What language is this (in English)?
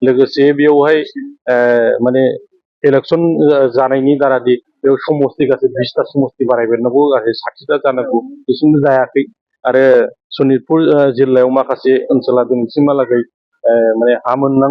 Bodo